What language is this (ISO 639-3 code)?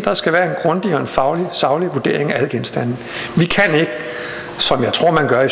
dan